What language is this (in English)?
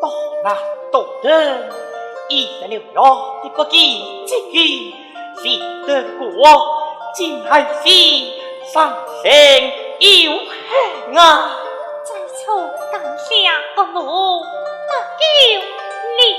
Pu-Xian Chinese